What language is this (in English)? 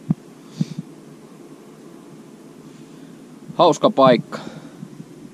Finnish